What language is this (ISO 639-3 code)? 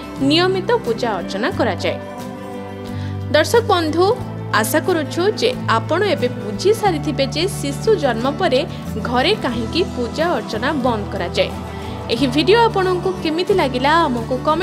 ori